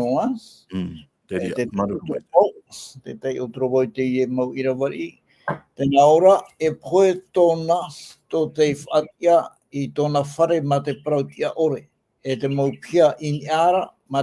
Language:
Tahitian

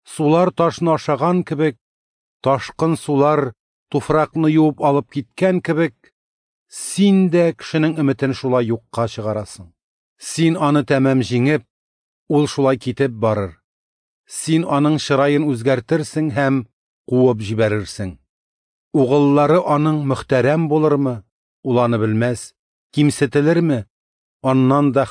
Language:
Tatar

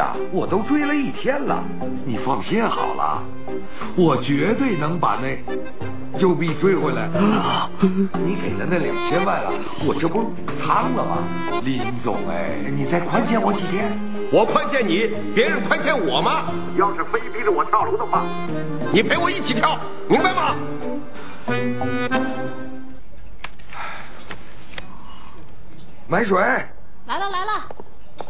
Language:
Chinese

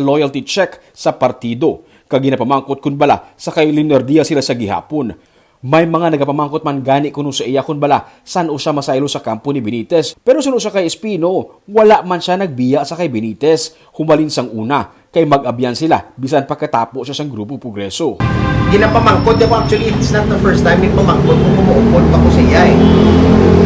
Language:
Hiligaynon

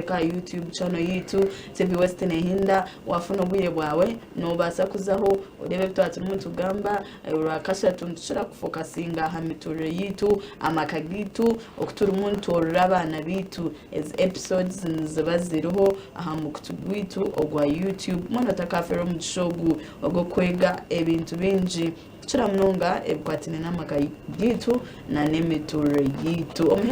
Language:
Nyankole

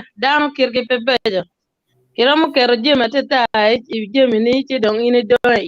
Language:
Acoli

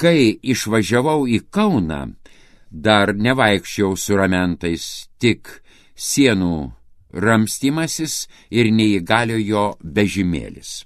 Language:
Lithuanian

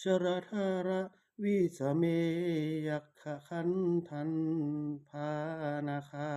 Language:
Pali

